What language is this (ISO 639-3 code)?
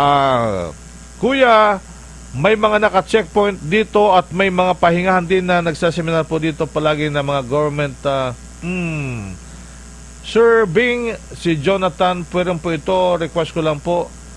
fil